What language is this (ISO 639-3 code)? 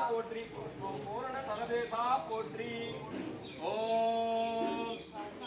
tam